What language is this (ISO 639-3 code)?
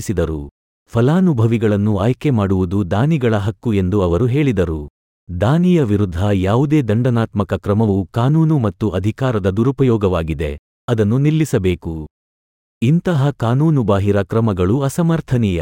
kan